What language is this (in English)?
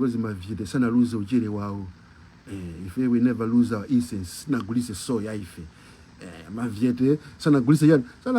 Nyanja